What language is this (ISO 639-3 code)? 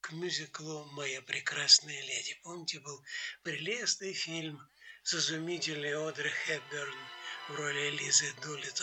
rus